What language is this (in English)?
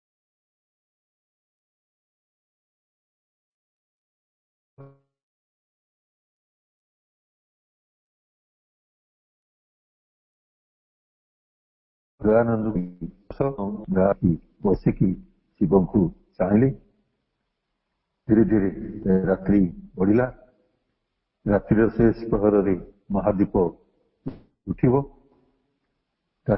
Odia